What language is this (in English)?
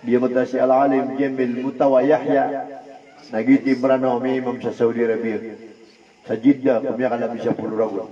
Maranao